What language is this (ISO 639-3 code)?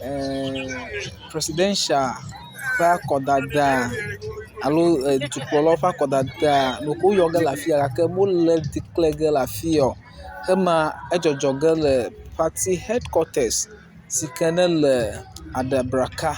ewe